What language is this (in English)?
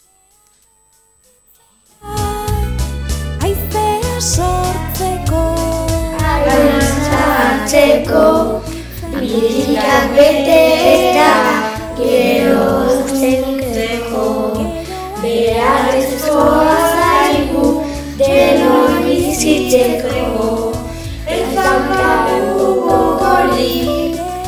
Basque